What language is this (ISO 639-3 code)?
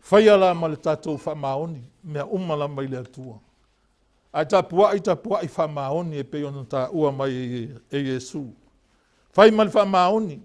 smo